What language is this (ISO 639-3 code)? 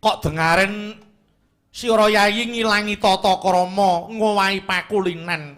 jav